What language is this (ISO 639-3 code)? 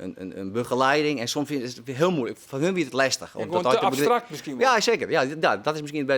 fry